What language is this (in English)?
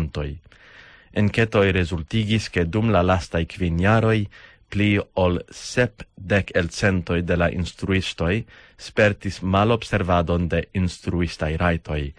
Esperanto